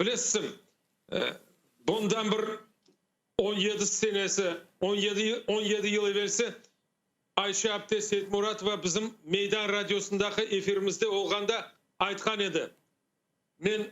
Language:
Crimean Tatar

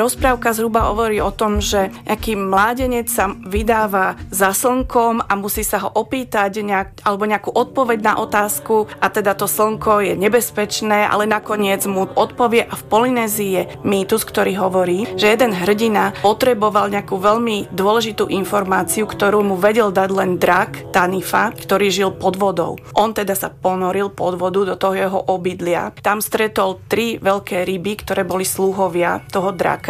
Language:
Slovak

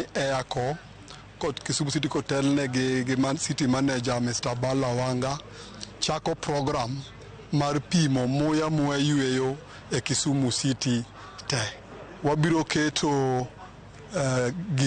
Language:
Luo (Kenya and Tanzania)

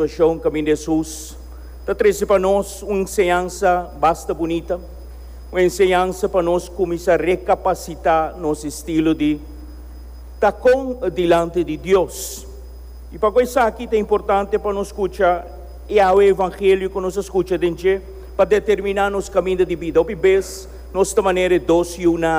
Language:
Papiamento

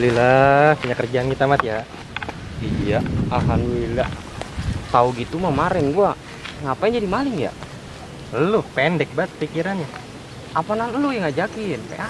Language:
Betawi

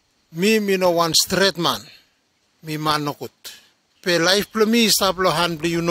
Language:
Bislama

